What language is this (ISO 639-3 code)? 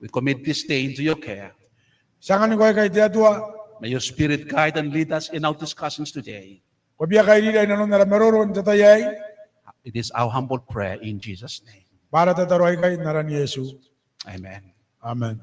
gil